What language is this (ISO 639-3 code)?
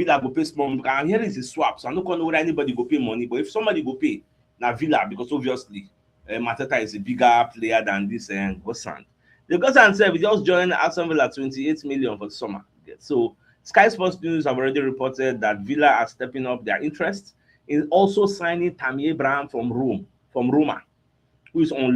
pcm